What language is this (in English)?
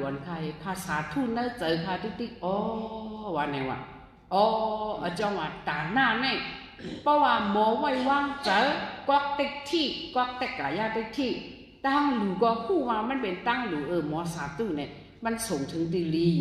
Shan